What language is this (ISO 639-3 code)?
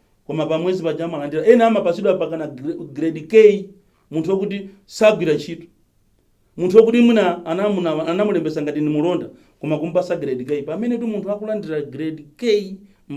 nya